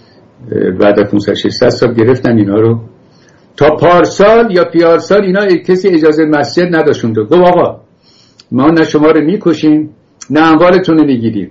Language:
Persian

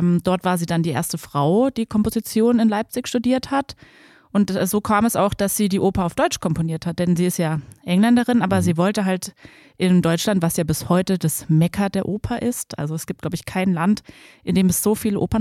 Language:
German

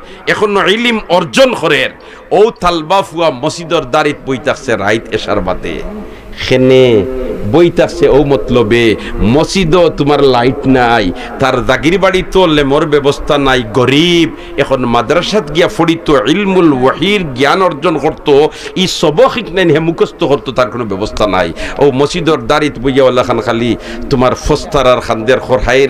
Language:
Sylheti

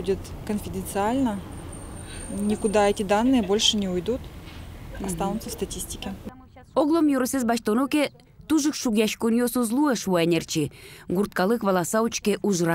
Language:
Udmurt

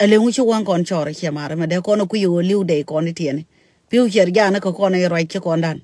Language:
Nuer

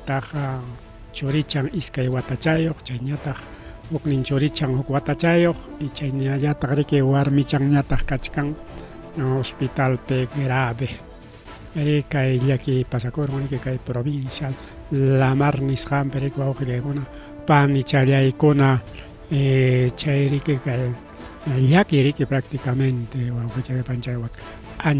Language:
Ayacucho Quechua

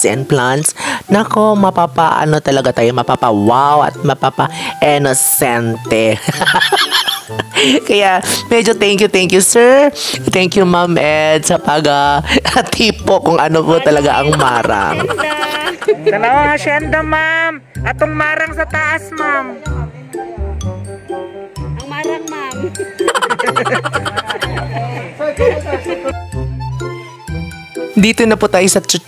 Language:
Filipino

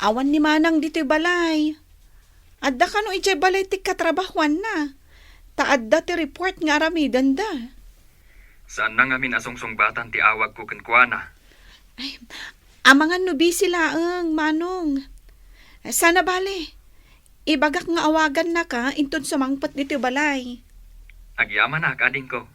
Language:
Iloko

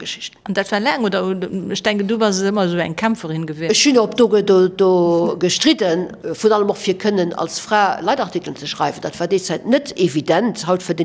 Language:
Luxembourgish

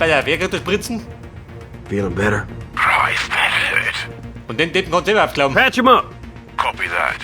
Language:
Bavarian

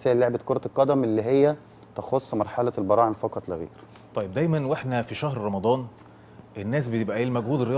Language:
Egyptian Arabic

